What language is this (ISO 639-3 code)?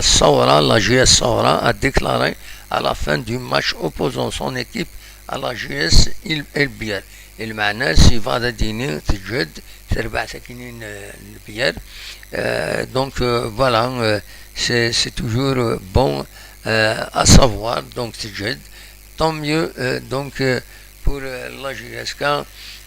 kab